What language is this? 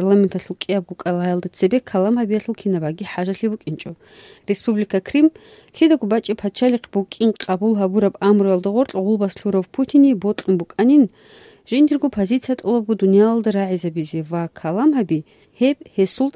Avaric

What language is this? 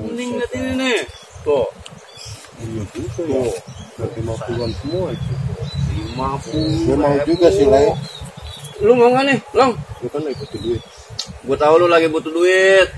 Betawi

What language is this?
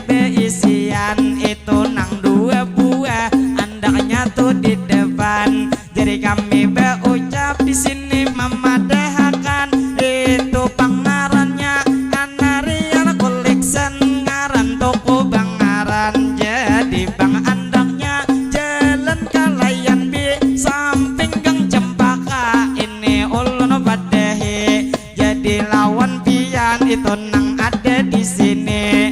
Banjar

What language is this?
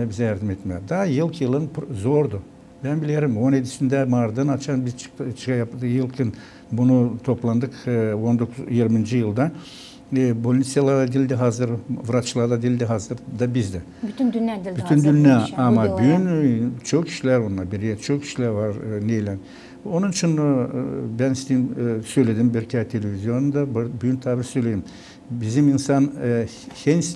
Gagauz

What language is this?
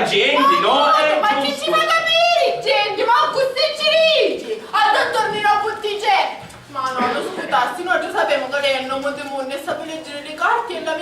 Sicilian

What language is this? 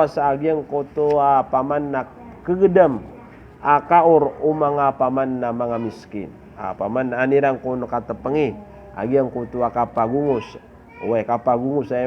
Maranao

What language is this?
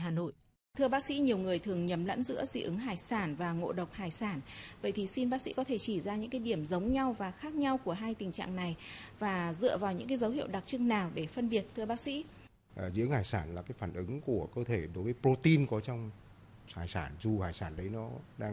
Vietnamese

